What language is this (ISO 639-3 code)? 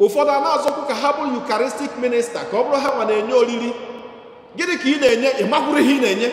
ibo